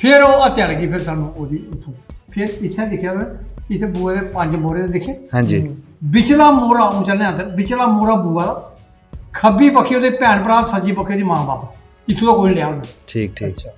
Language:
Dogri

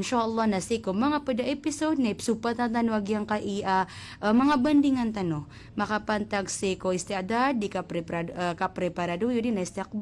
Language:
Maranao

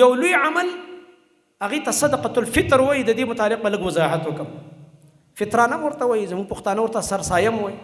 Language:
Pashto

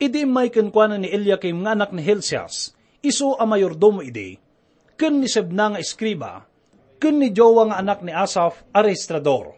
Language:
Iloko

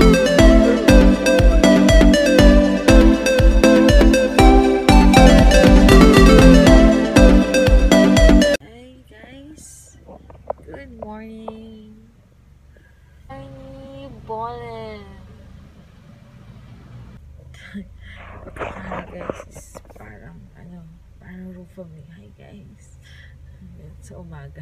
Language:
Filipino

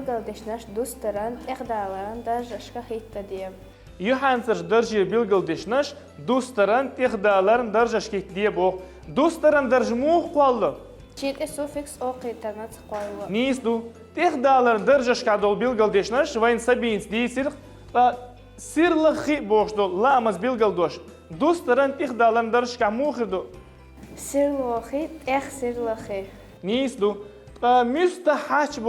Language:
Chechen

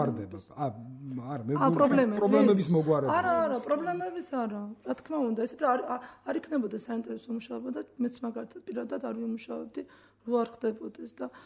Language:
Georgian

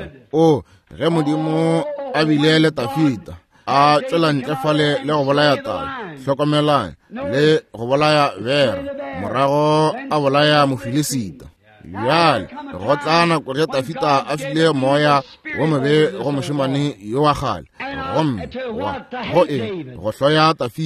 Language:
Northern Sotho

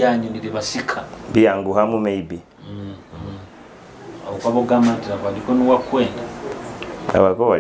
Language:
Nyoro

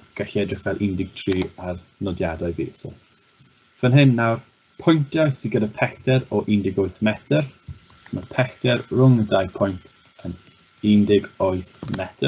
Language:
Welsh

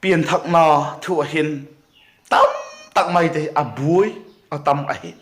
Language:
Vaiphei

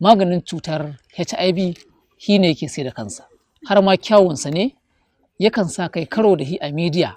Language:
Hausa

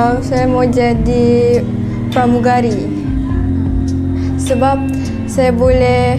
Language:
Malay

